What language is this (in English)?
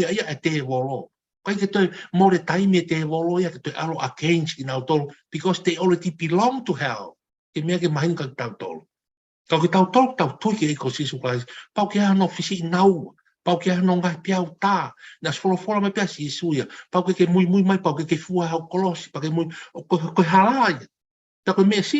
Tongan